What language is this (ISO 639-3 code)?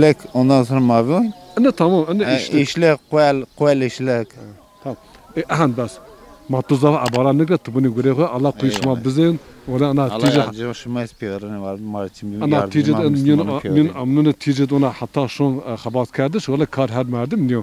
zza